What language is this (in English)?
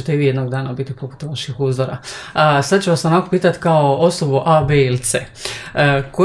Croatian